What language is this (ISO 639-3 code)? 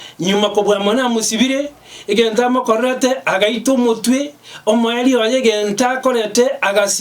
guz